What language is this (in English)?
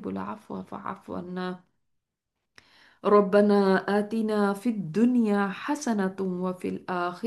Urdu